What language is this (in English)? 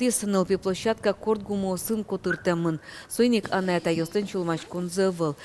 Udmurt